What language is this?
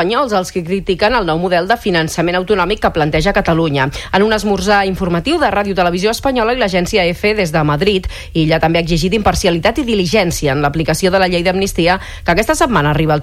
Catalan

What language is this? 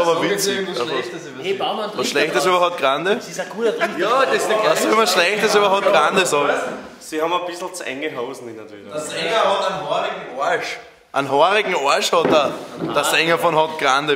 Bavarian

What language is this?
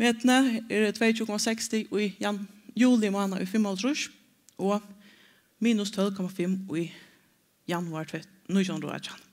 Faroese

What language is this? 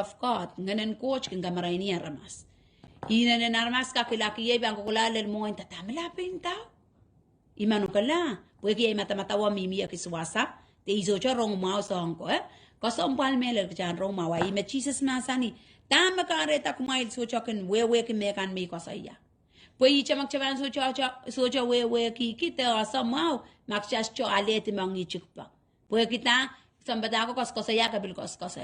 Pohnpeian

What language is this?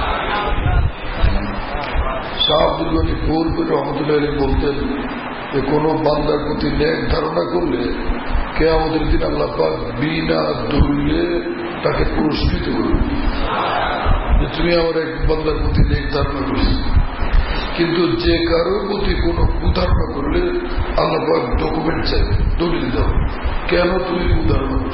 Bangla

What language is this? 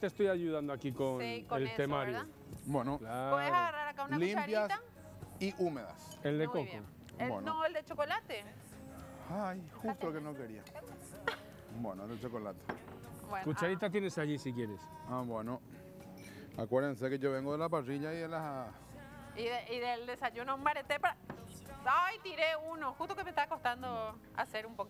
Spanish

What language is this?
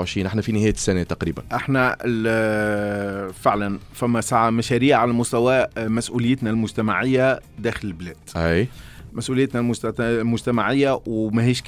Tunisian Arabic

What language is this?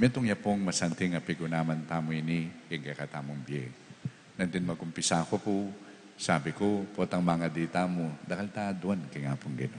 Pampanga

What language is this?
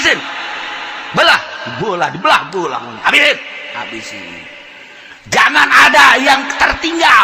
Sundanese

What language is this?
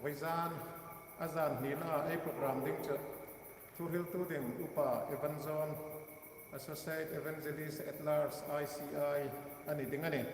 Hmar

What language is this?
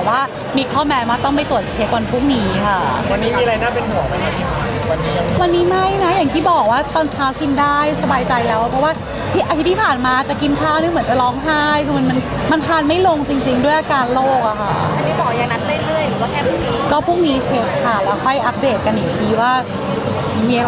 Thai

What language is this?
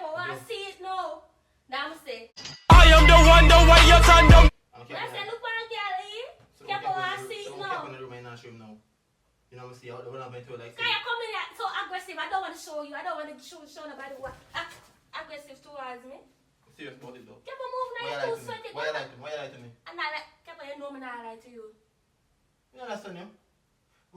Jamaican Creole English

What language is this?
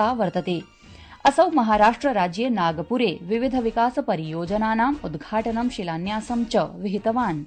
Sanskrit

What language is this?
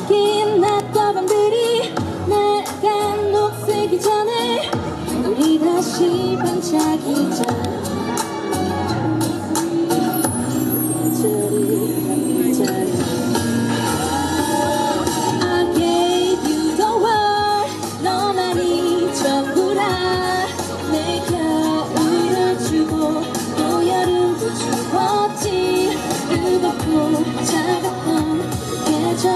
Korean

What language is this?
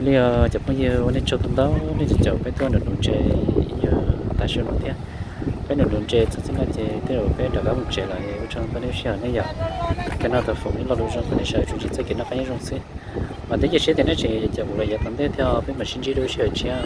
Hmong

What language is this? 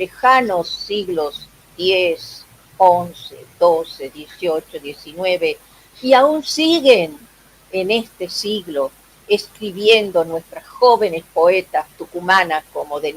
Ladino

